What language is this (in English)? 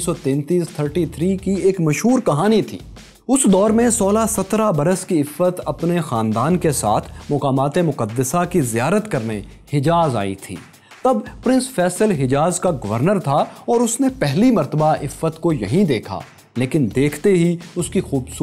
Urdu